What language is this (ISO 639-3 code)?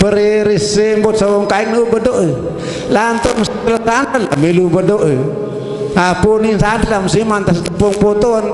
sas